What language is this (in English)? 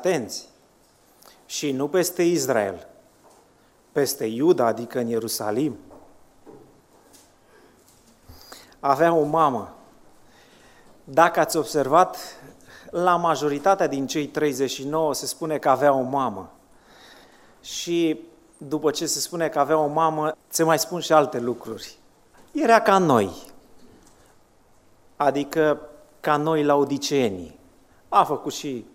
Romanian